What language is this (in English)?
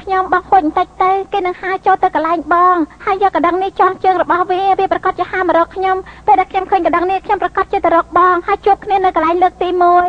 Khmer